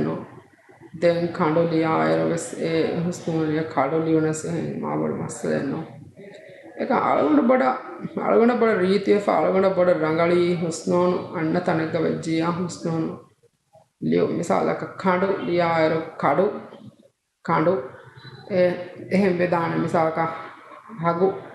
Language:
Divehi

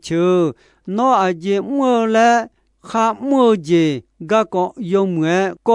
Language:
Akha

